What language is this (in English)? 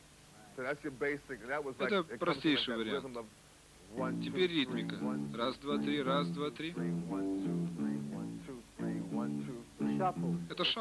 Russian